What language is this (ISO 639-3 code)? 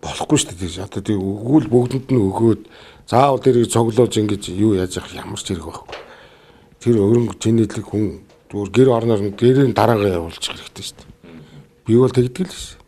mon